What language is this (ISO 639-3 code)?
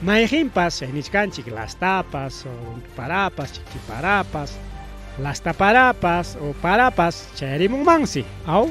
quy